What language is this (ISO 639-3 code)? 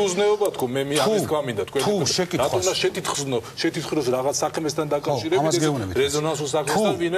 kat